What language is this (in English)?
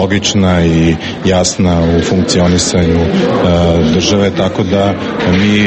Serbian